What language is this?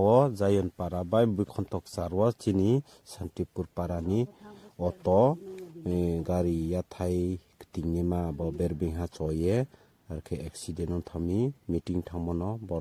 Riang (India)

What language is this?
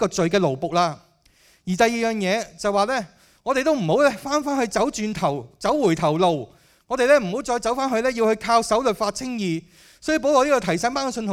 Cantonese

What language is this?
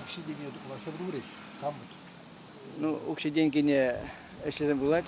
Chuvash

